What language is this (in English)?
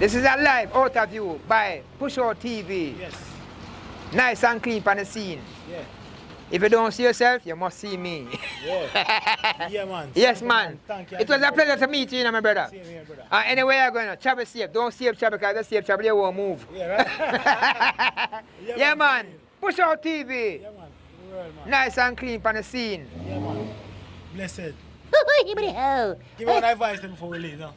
Jamaican Creole English